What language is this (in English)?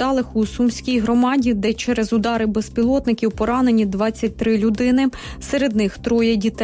Ukrainian